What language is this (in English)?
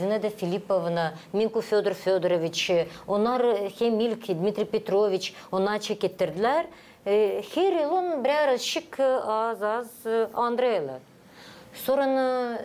Gagauz